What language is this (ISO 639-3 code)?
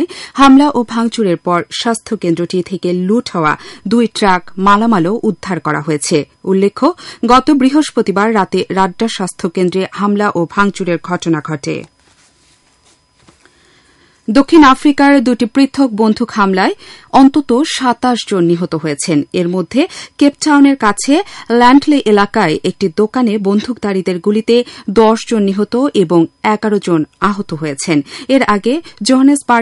ben